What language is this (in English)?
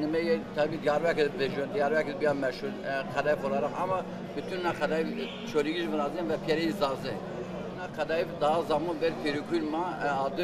Zaza